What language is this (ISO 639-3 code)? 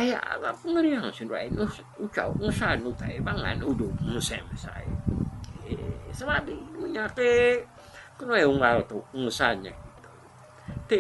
iba